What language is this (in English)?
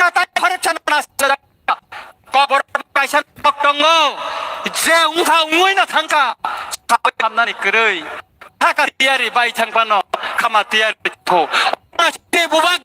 Kok Borok